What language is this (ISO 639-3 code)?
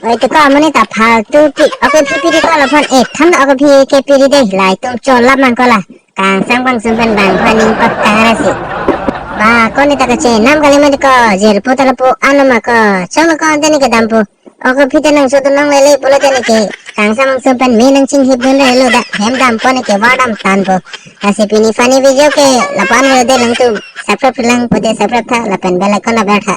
mjw